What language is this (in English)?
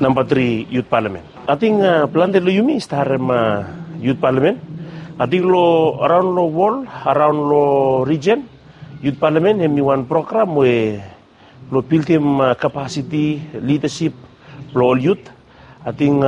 Bislama